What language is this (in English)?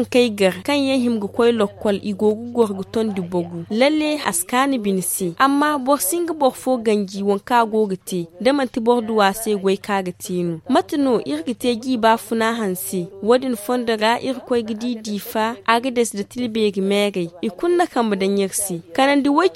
Zarma